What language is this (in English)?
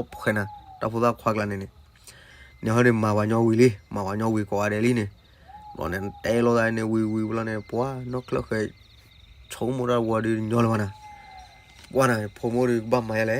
S'gaw Karen